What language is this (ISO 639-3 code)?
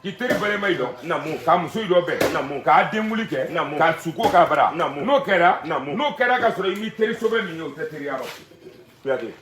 bam